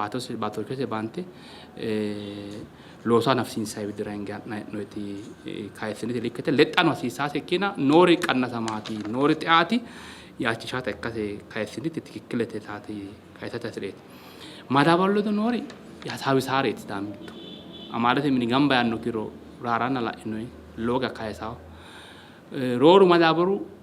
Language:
Sidamo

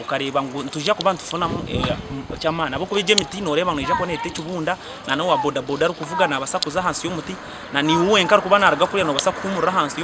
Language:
Nyankole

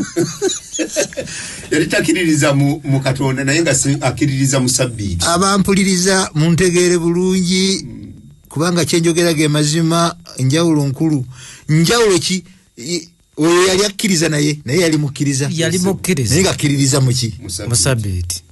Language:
Ganda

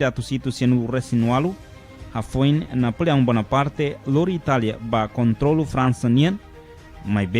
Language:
Tetum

